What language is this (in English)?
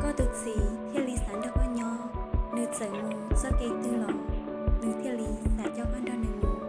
Hmong